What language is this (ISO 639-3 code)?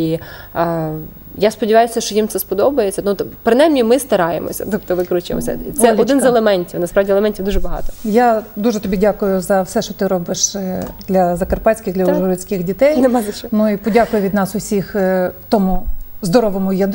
ukr